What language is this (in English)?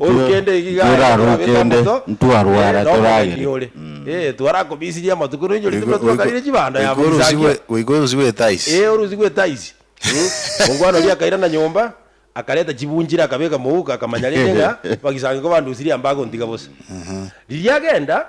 Gusii